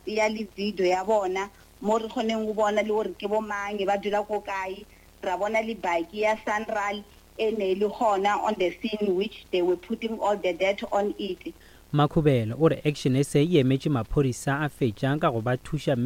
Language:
Northern Sotho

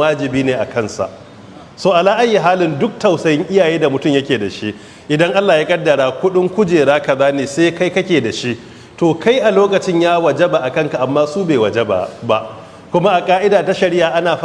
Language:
Hausa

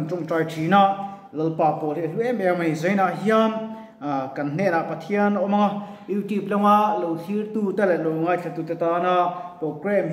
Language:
Mizo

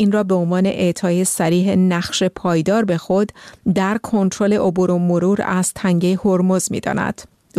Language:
Persian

